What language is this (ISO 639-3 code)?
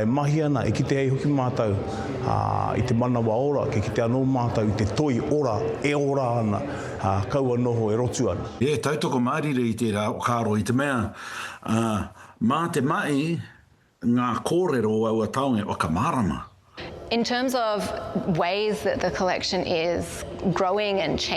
mri